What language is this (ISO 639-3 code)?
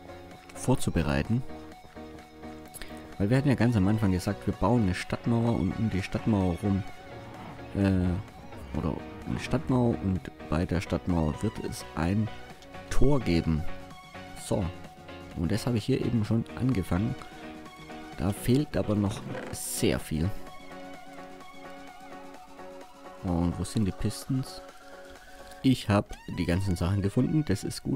deu